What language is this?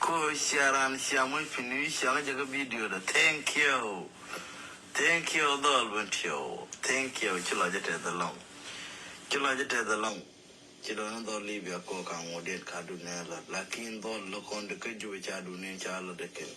Nuer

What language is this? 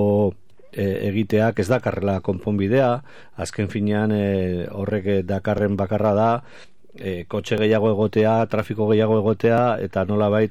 Basque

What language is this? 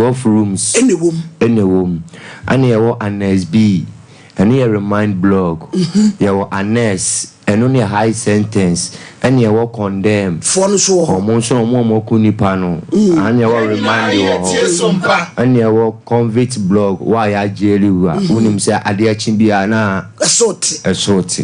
Akan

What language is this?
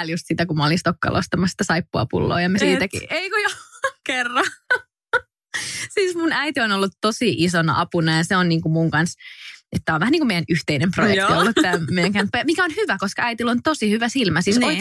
Finnish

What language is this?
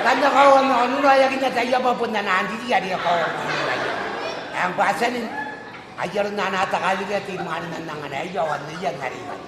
Gilbertese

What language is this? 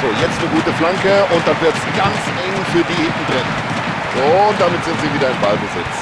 Bavarian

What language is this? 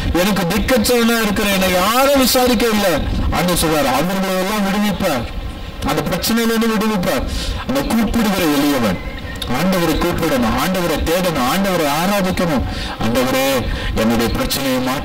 Tamil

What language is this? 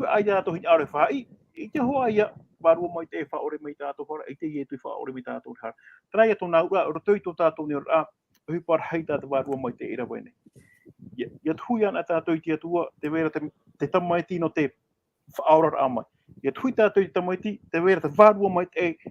Tahitian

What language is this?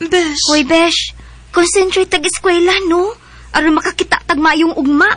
Cebuano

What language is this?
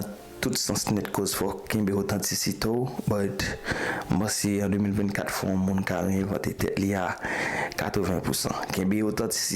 Haitian Creole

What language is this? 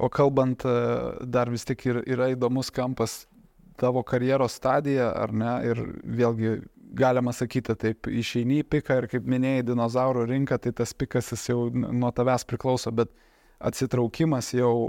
Lithuanian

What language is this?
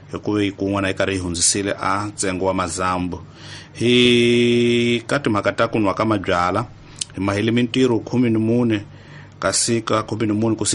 Tsonga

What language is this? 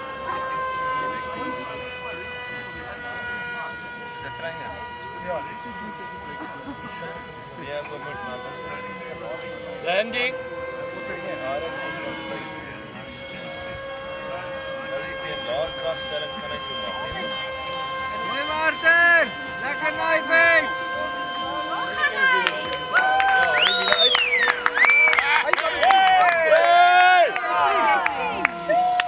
Afrikaans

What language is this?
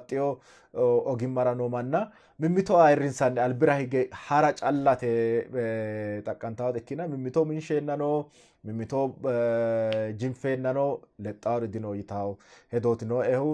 Sidamo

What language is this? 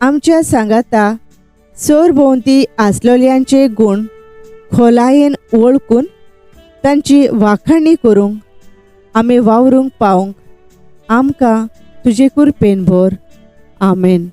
Konkani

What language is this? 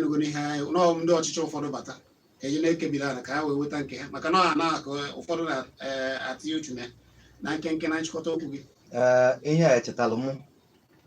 Igbo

